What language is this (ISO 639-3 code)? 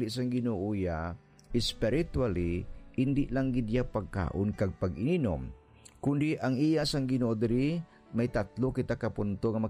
hil